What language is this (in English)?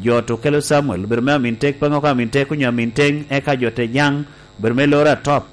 Lango (Uganda)